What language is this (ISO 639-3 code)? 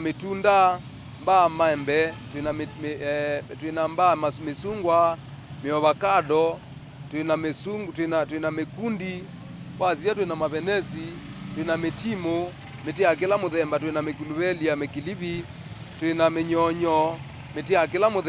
kam